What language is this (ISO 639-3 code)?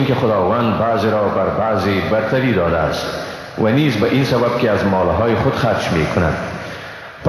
fas